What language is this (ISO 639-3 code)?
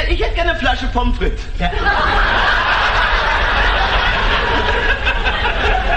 deu